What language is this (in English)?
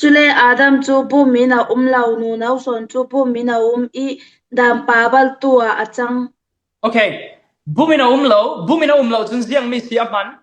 Falam Chin